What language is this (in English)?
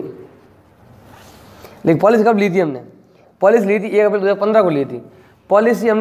Hindi